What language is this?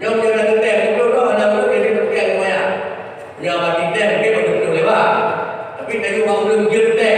Achinese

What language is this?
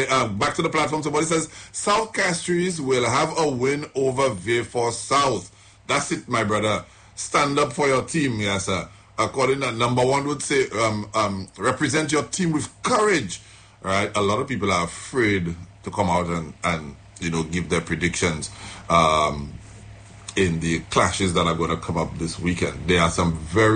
English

